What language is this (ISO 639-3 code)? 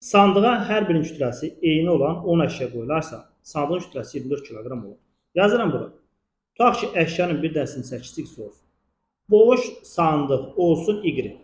aze